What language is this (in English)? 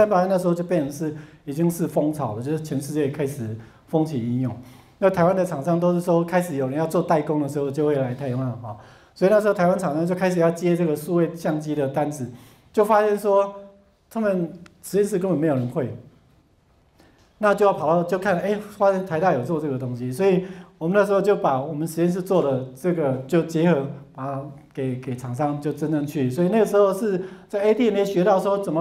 Chinese